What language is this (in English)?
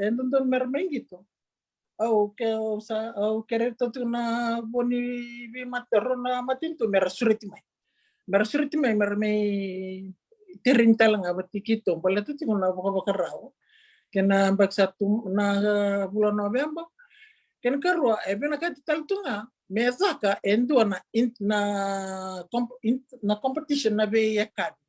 Fijian